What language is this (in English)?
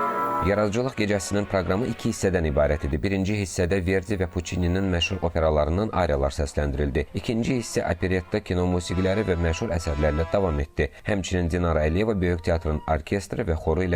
Azerbaijani